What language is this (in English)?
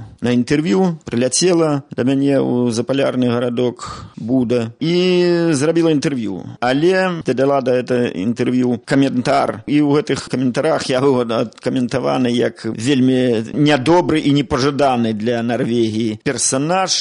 Belarusian